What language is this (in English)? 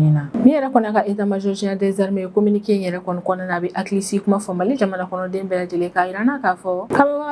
Bambara